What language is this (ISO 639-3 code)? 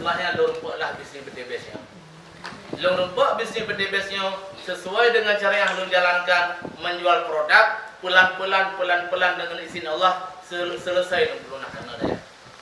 ace